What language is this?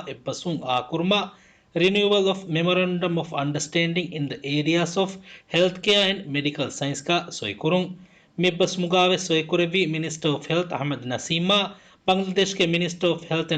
Divehi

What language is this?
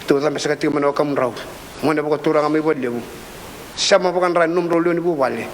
Fijian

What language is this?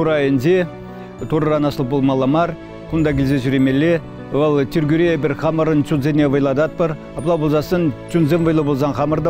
Chuvash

